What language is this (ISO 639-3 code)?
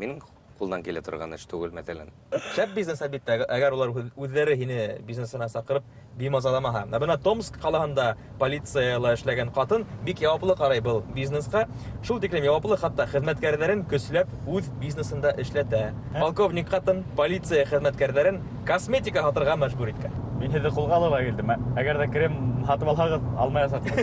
bak